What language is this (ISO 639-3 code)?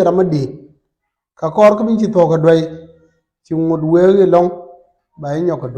nus